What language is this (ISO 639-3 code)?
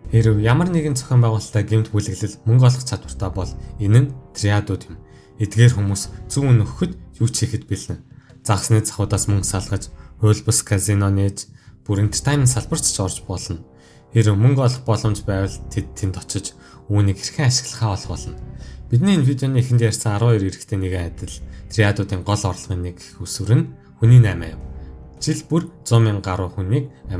mon